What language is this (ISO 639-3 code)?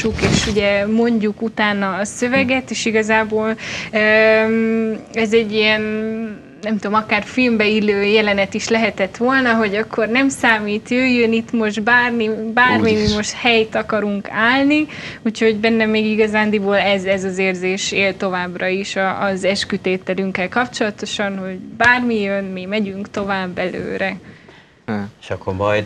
hun